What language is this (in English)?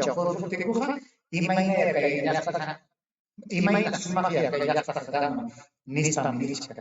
Ayacucho Quechua